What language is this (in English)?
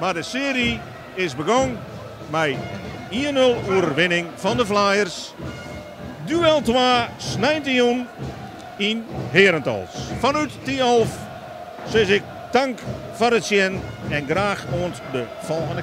Western Frisian